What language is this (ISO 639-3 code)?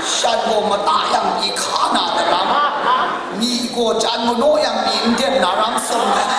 kac